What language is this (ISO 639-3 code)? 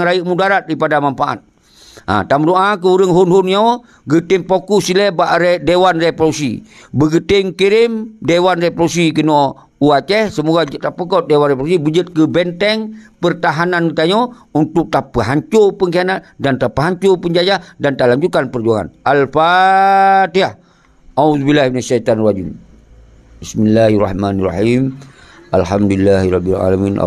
ace